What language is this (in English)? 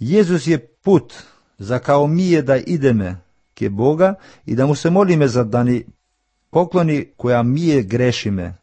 Macedonian